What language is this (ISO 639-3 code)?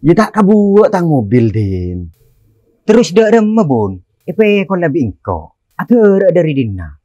mad